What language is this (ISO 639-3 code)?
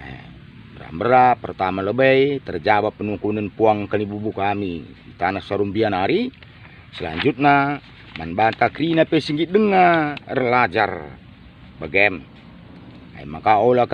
btx